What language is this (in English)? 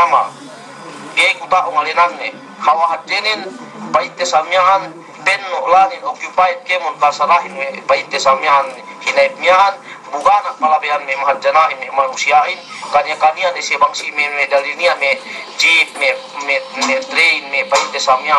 Yakan